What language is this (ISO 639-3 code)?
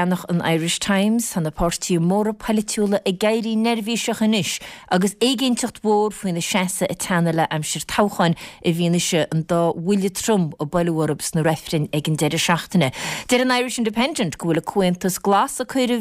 gle